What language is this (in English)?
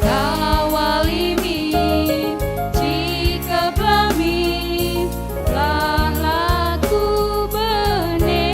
Batak Karo